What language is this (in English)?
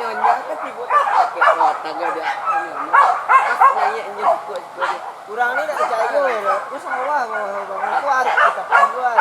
Minangkabau